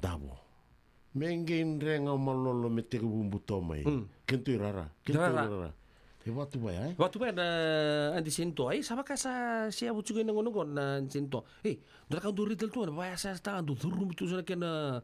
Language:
Fijian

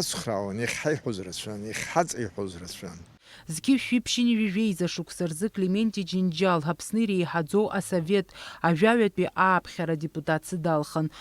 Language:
Abkhazian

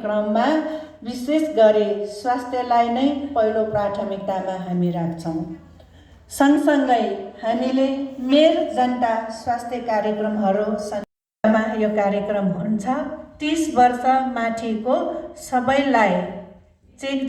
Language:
Nepali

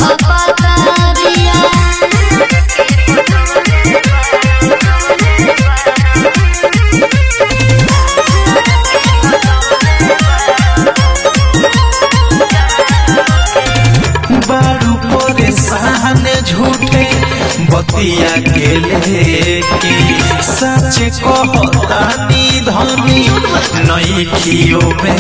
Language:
Bhojpuri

